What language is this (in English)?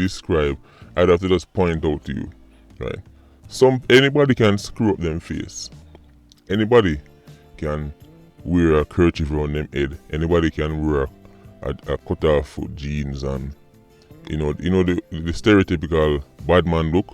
Jamaican Creole English